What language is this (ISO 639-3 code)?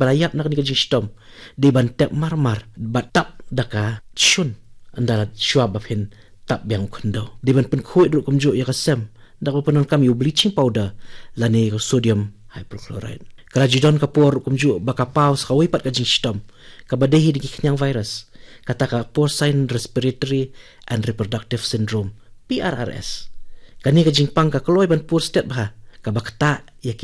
kha